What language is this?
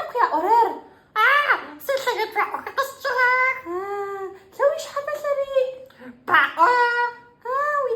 Adyghe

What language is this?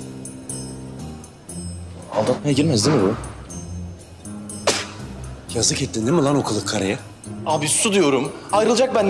Turkish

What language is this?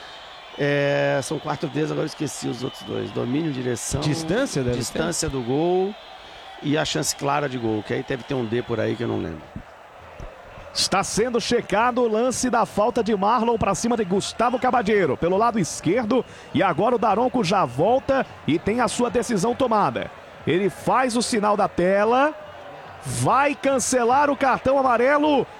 Portuguese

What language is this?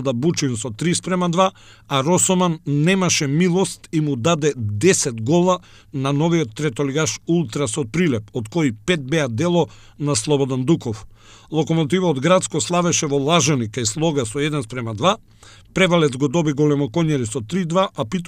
Macedonian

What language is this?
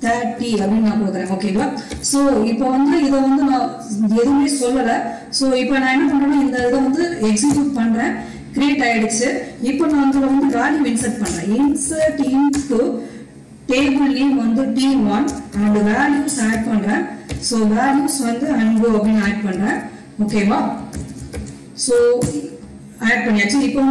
Tamil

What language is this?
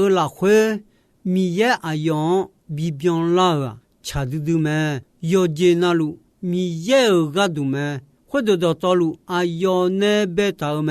Akha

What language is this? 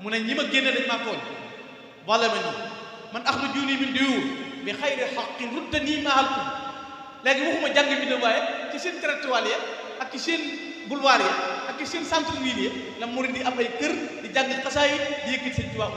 Wolof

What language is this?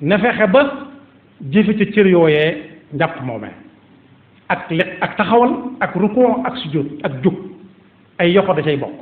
Wolof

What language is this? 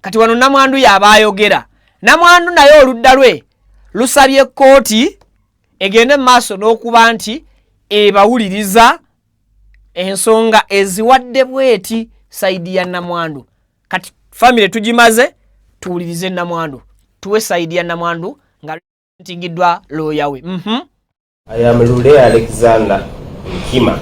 Ganda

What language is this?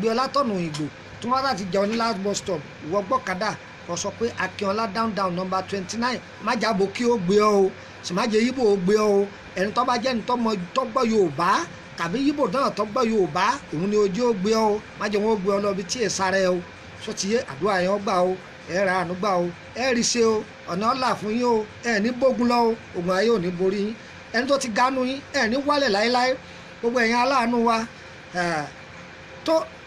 Yoruba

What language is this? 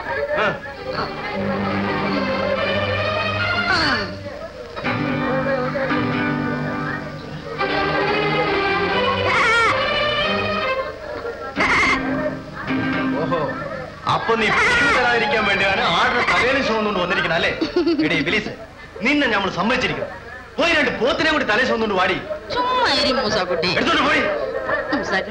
Malayalam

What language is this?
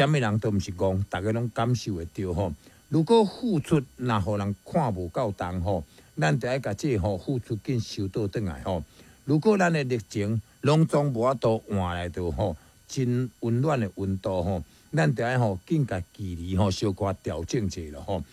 Min Nan Chinese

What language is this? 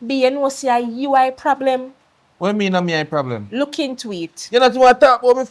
Jamaican Creole English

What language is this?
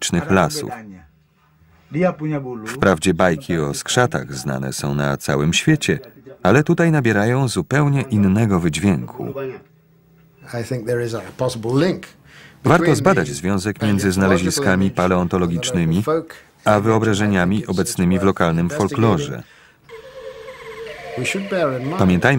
Polish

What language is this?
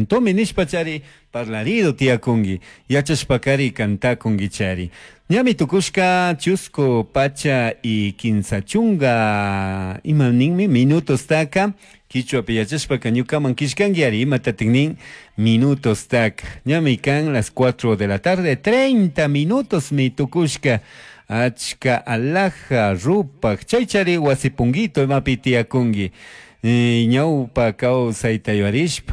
Chimborazo Highland Quichua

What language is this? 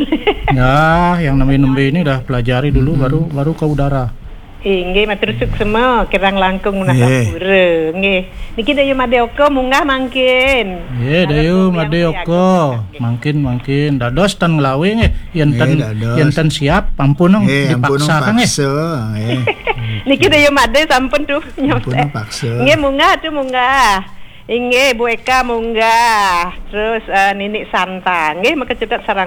Balinese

